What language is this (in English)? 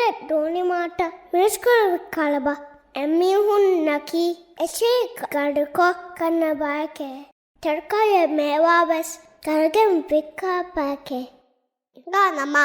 Divehi